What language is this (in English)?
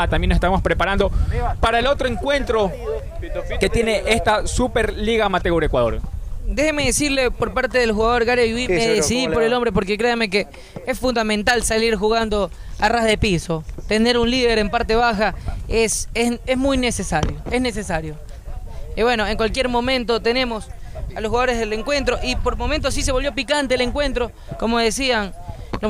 Spanish